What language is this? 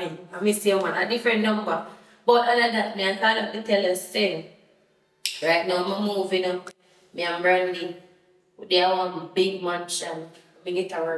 Jamaican Creole English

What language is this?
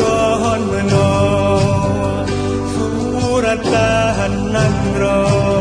Achinese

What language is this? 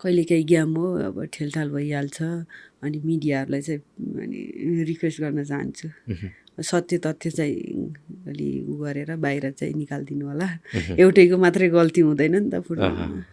Nepali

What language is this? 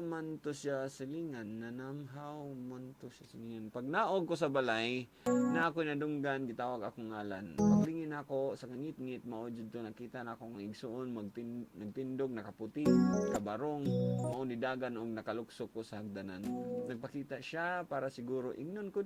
Cebuano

